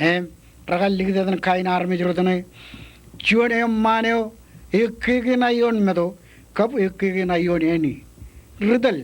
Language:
Marshallese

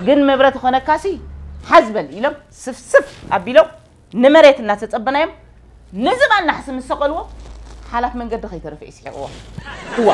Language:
Tigrinya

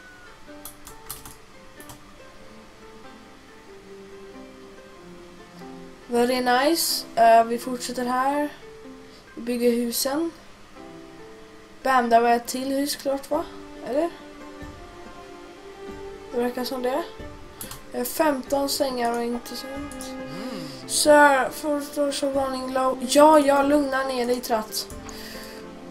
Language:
Swedish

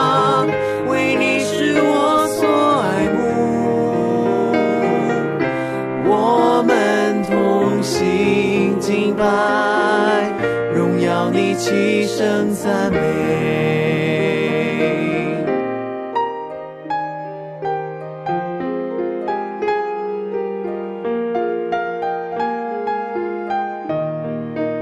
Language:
Chinese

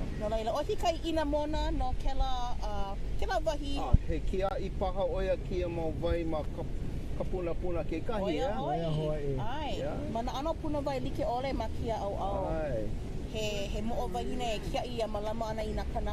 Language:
Hawaiian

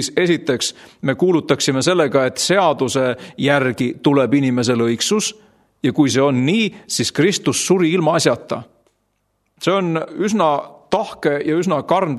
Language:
Estonian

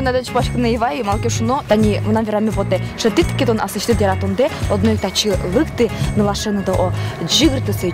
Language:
Udmurt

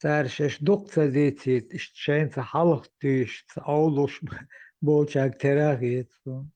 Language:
Chechen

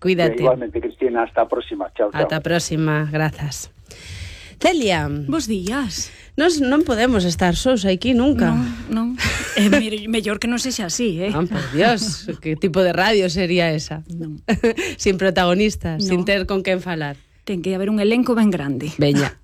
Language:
Galician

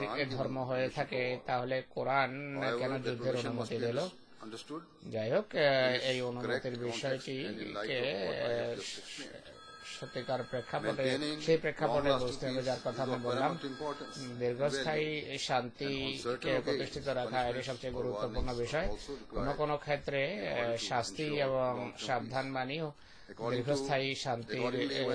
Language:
Bangla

